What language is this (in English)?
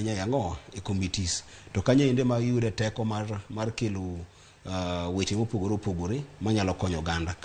Luo (Kenya and Tanzania)